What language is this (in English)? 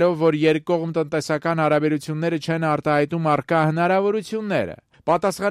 Armenian